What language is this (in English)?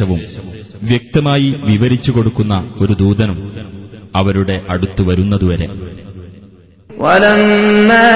Malayalam